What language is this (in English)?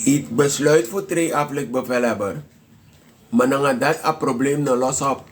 Sranan Tongo